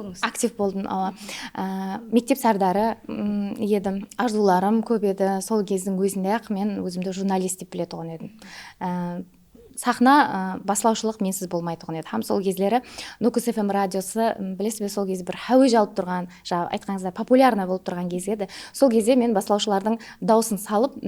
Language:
Kara-Kalpak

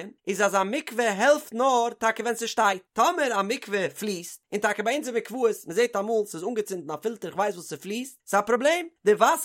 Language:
Yiddish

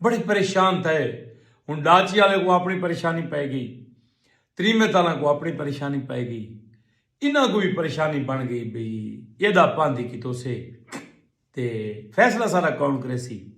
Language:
Saraiki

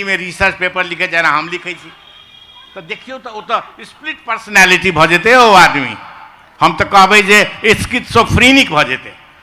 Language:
Maithili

